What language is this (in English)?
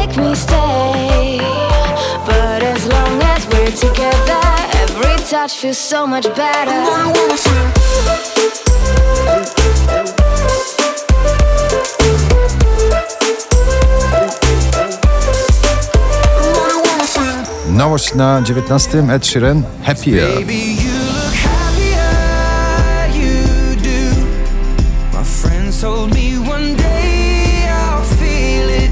Polish